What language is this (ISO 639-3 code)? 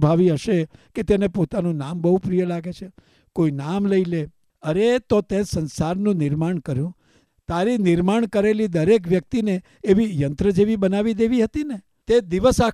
guj